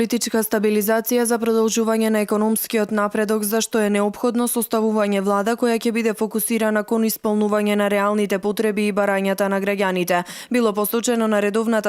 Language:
Macedonian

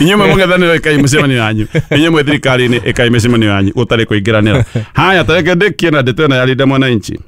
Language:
Kikuyu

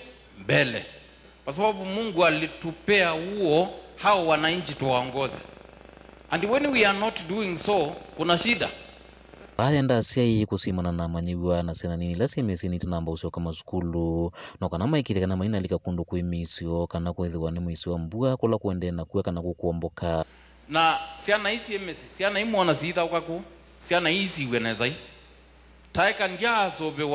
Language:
Kamba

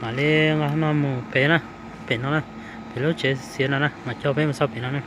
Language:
Hmong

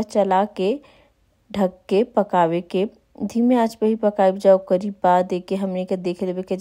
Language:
Bhojpuri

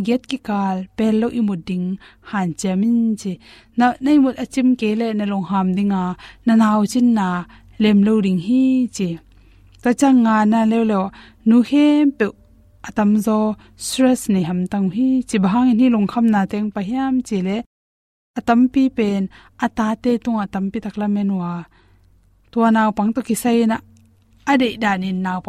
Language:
Tedim Chin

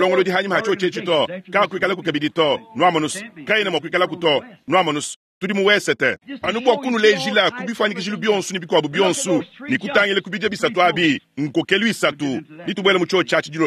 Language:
Luba-Lulua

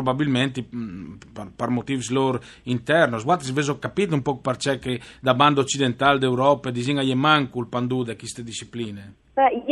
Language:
Friulian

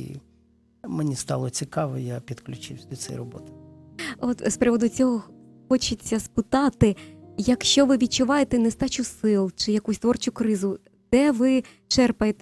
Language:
Ukrainian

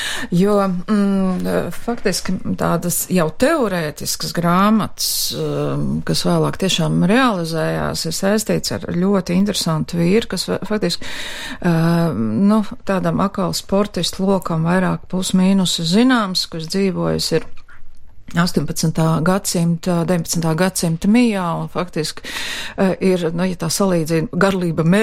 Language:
Latvian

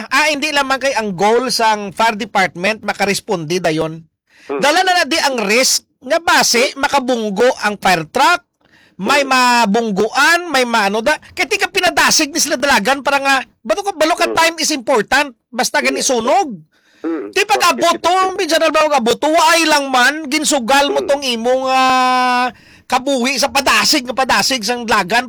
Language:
Hiligaynon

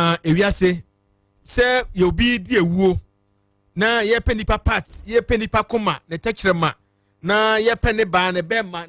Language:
Akan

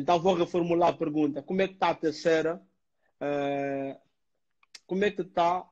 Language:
Portuguese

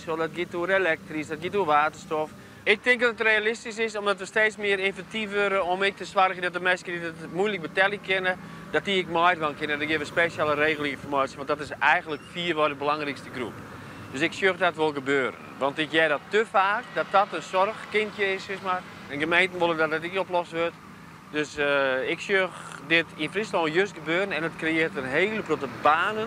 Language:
Western Frisian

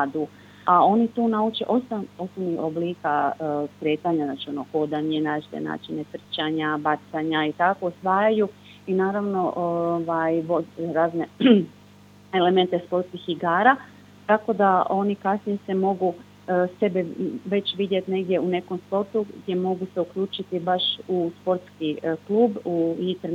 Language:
Croatian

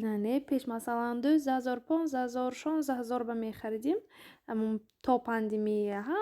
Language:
Tajik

